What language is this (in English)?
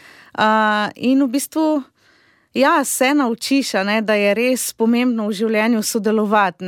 Slovenian